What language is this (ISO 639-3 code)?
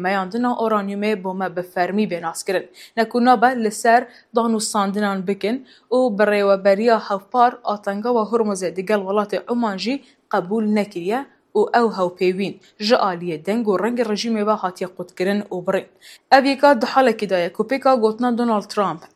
kur